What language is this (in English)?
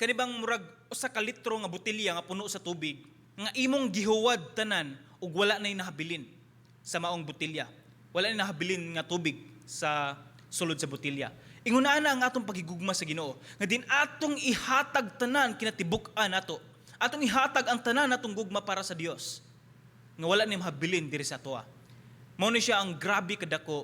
Cebuano